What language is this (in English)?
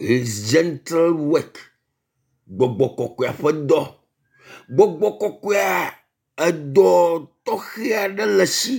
Ewe